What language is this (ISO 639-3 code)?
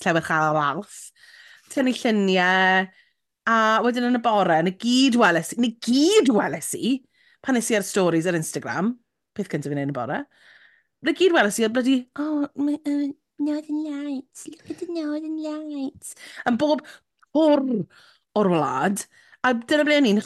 cym